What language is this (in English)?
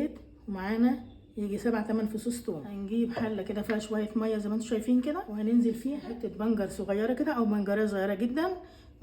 Egyptian Arabic